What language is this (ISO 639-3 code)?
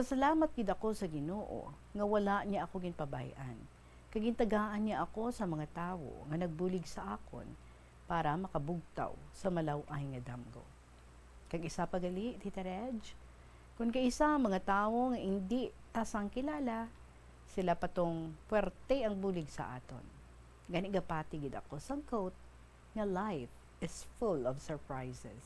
hil